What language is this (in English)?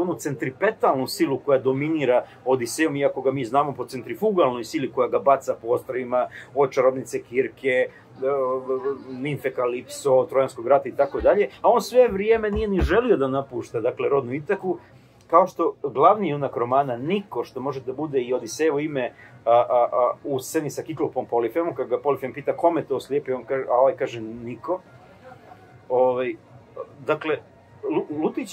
Serbian